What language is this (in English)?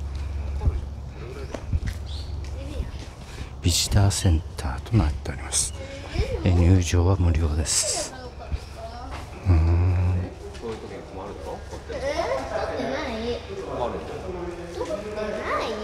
Japanese